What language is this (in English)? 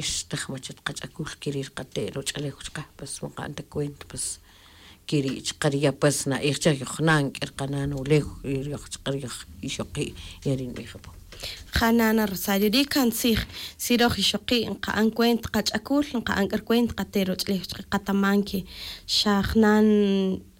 Tz'utujil